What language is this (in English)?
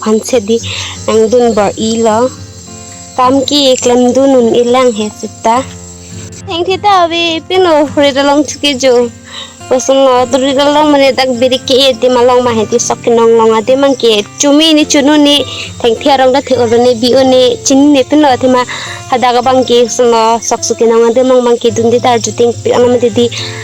Karbi